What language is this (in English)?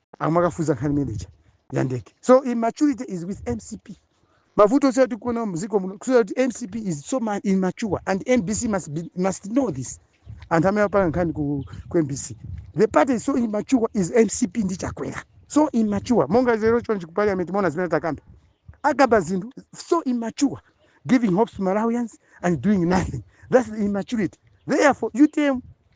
Nyanja